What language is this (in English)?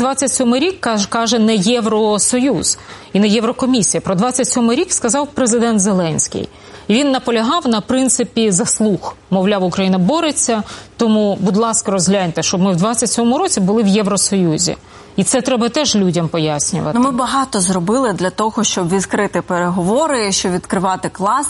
Ukrainian